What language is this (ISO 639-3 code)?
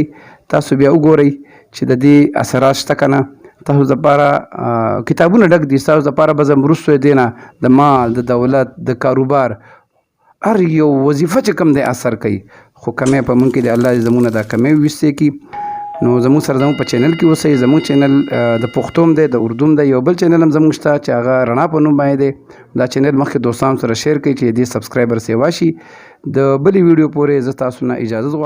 pus